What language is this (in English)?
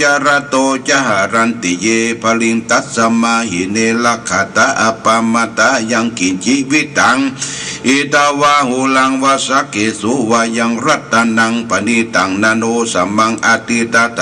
Pali